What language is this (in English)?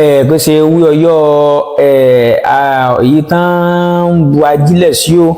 Yoruba